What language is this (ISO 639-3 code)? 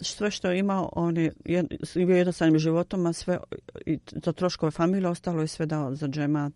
bos